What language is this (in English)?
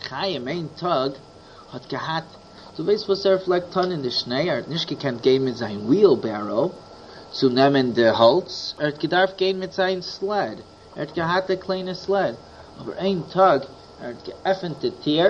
Yiddish